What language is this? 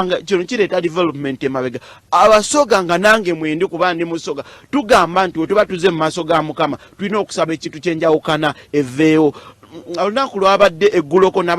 Ganda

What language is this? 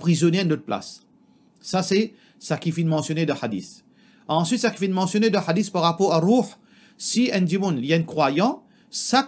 Morisyen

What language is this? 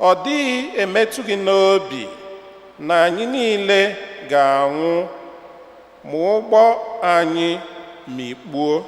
Igbo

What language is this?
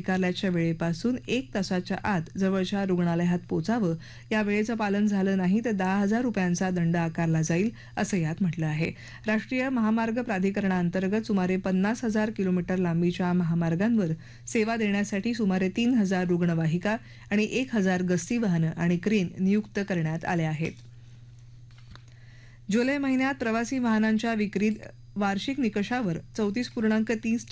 Marathi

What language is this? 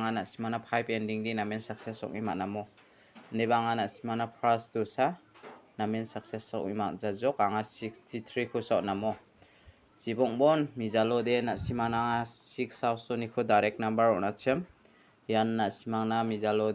Garo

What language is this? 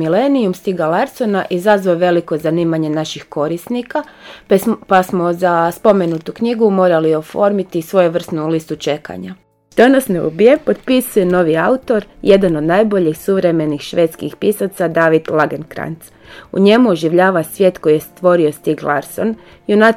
Croatian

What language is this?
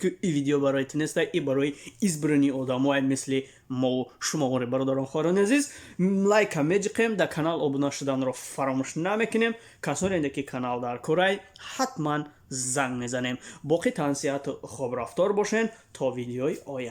Tajik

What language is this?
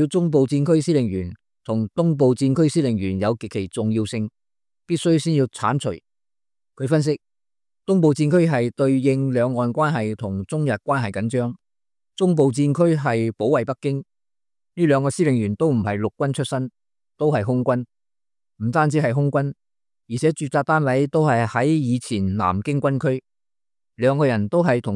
Cantonese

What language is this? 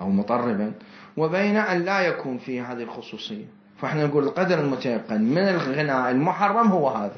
Mesopotamian Arabic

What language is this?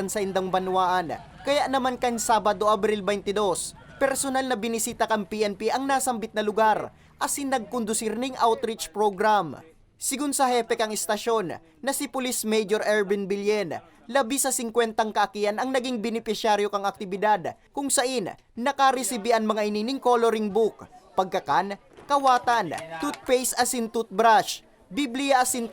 Bikol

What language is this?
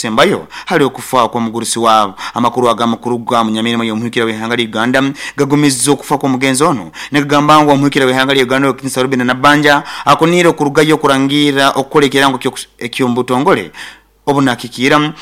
Nyoro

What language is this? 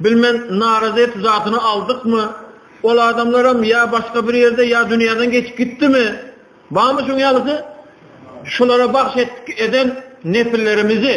Turkmen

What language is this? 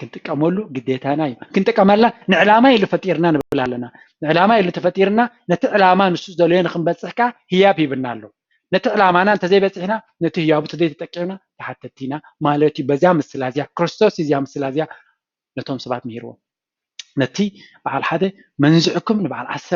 Tigrinya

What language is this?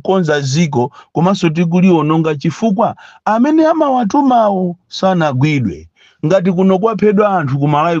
Nyanja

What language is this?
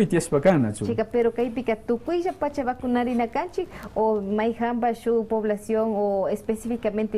Quechua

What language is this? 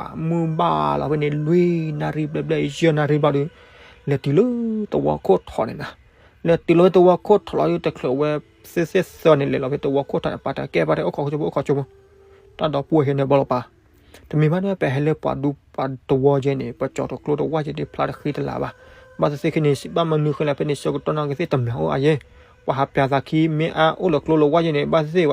S'gaw Karen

